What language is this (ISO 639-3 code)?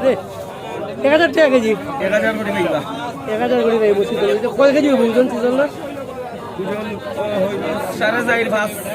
syl